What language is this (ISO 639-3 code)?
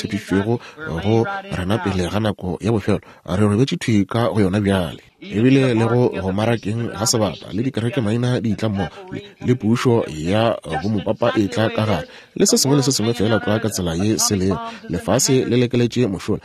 nso